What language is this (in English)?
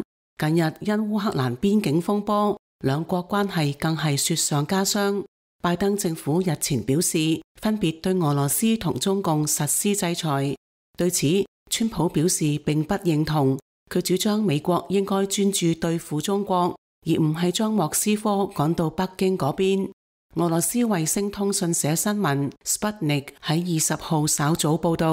Cantonese